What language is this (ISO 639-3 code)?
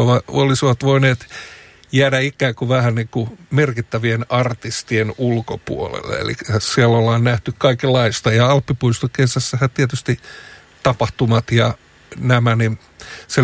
fin